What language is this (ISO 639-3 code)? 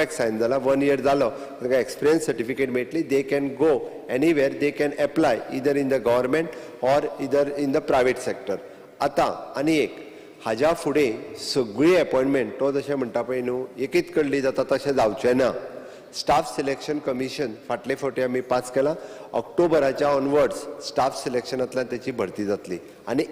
kok